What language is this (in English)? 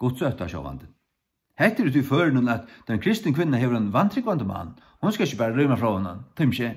Faroese